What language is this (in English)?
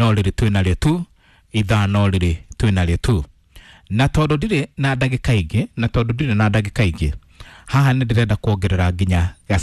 Kikuyu